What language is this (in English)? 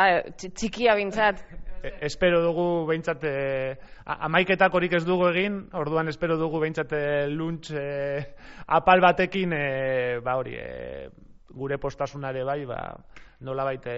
Basque